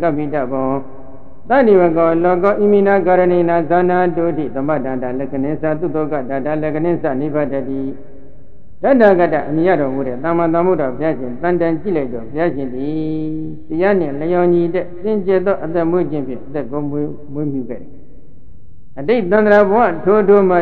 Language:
Burmese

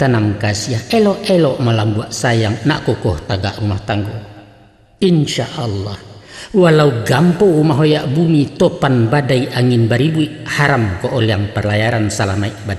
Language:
Minangkabau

